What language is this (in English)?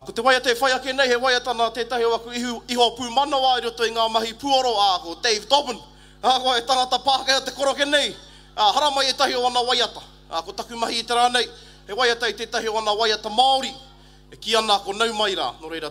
Māori